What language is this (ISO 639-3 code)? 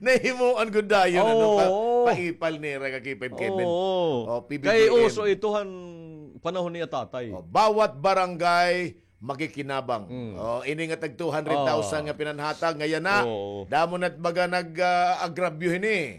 war